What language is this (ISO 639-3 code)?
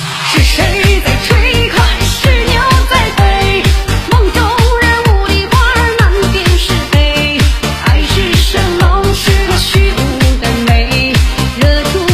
zho